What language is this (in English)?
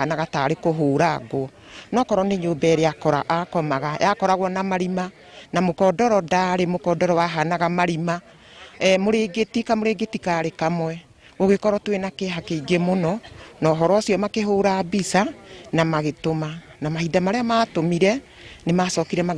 Kikuyu